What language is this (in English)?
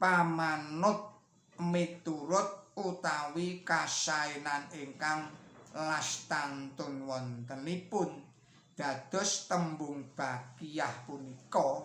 Javanese